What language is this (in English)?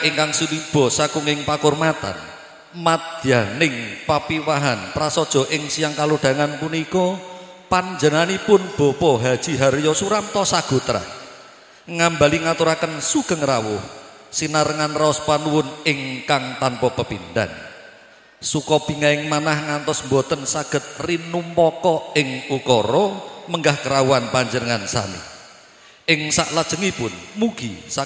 Javanese